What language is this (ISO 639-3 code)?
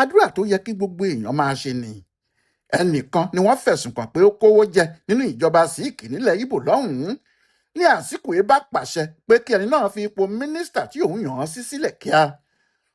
yor